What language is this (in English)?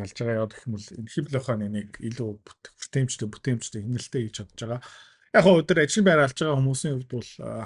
Mongolian